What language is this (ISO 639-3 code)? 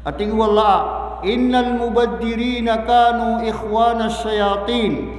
mrw